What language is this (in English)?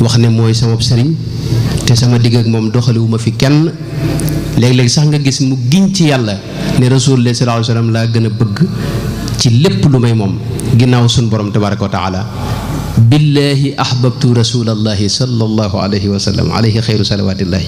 Wolof